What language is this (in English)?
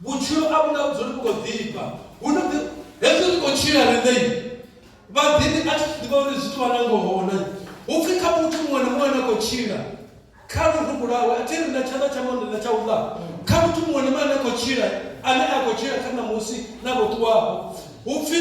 Venda